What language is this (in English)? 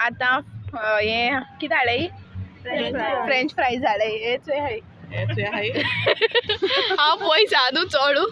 Konkani